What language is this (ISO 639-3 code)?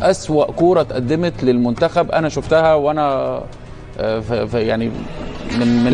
arz